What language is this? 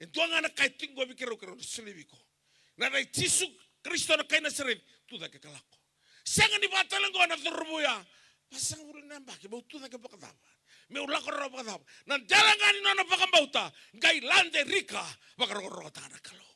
Fijian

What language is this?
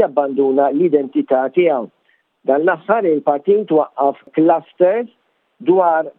Maltese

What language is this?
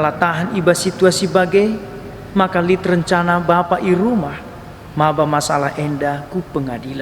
Batak Karo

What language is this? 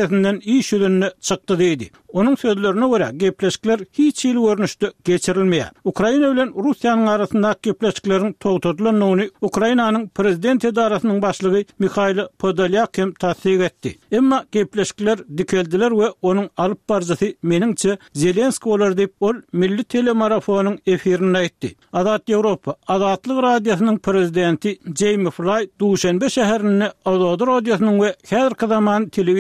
Turkmen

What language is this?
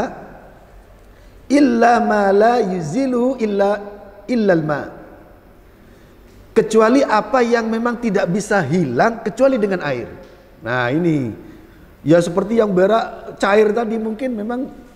Indonesian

